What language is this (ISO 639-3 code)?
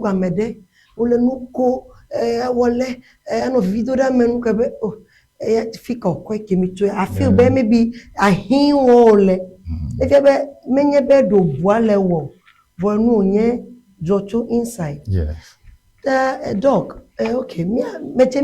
ewe